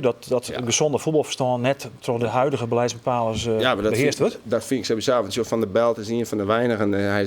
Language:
Western Frisian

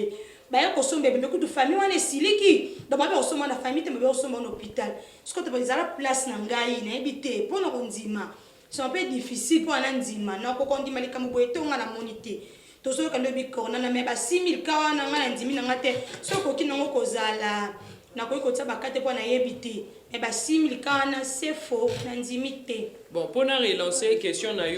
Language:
Lingala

